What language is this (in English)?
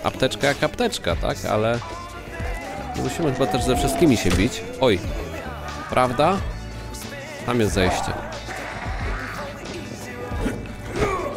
Polish